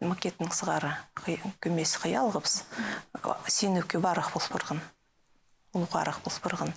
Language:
Khakas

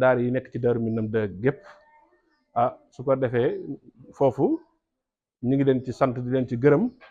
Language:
Wolof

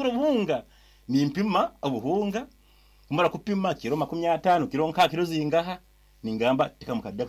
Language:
Nyoro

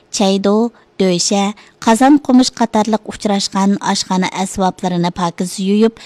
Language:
Uyghur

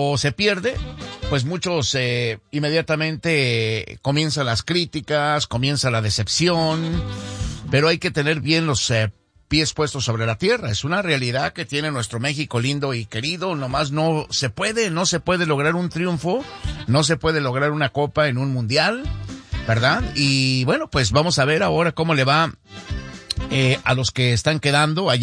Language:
Spanish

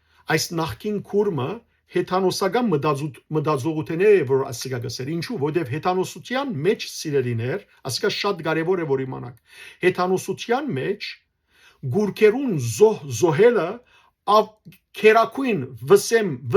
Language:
Western Armenian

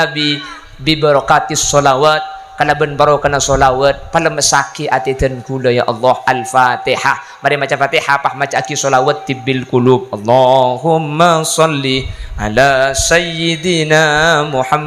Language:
Madurese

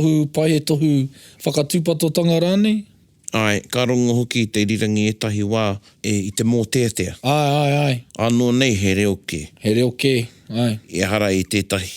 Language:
Māori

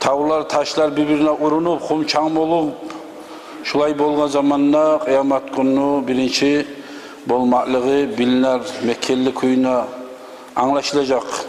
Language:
Kumyk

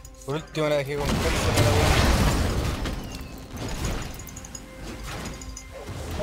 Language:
Spanish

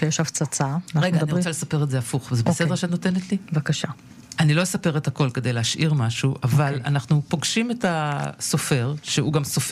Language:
Hebrew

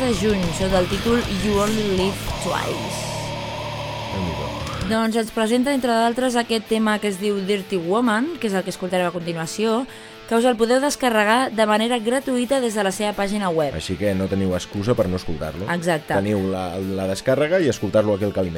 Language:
Catalan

